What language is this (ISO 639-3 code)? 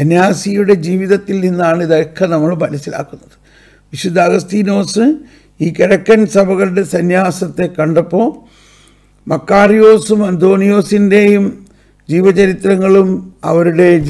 mal